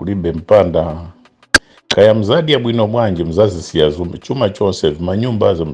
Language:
Nyanja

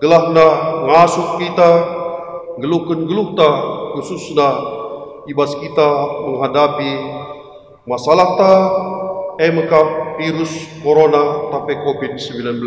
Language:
Batak Karo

